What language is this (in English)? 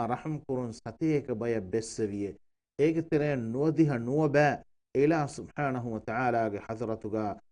Divehi